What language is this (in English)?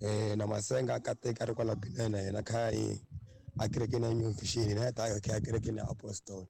Tsonga